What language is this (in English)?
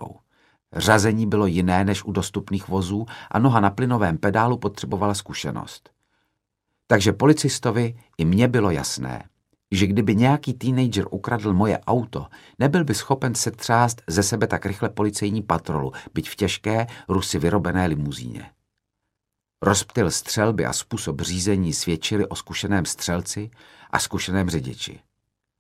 Czech